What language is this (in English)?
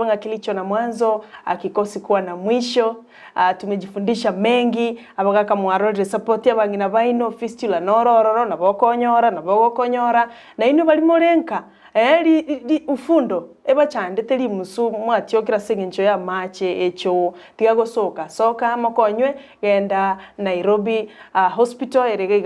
Gusii